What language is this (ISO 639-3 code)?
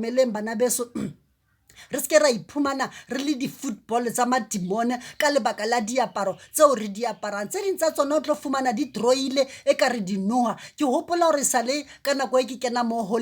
sot